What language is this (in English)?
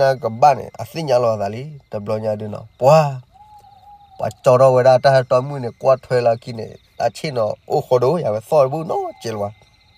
S'gaw Karen